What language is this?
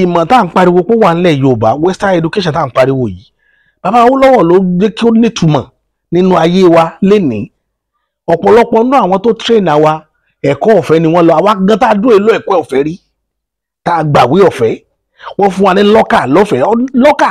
Yoruba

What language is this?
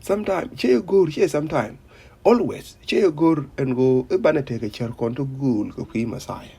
Nuer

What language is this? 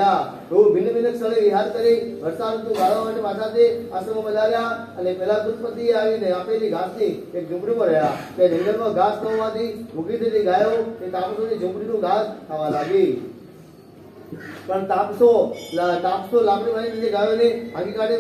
Gujarati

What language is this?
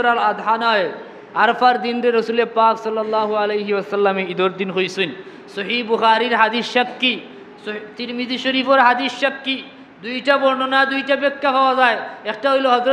Sylheti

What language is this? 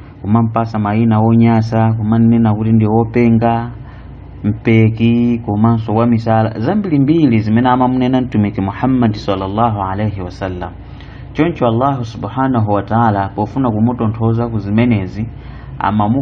Nyanja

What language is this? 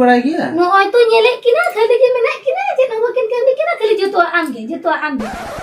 Santali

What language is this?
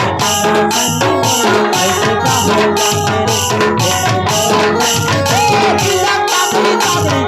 Chhattisgarhi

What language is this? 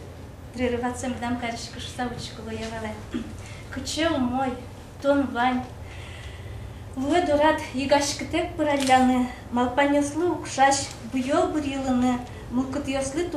Udmurt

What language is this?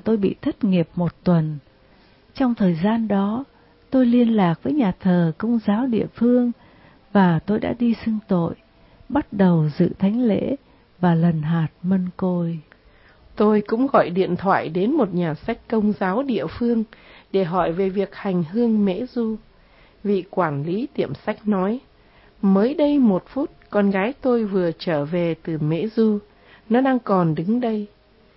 Vietnamese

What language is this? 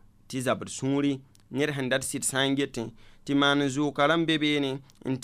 Mossi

